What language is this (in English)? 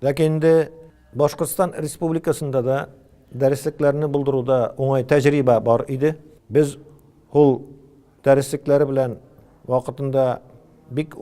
Tatar